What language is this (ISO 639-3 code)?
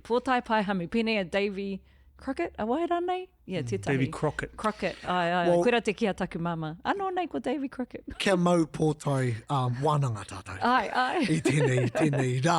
mri